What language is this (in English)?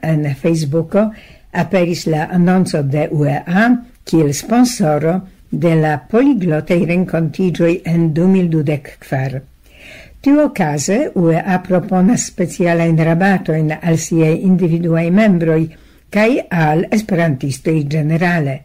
Esperanto